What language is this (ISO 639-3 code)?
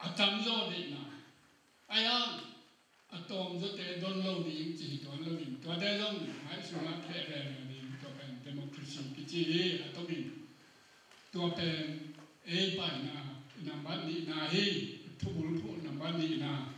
ctd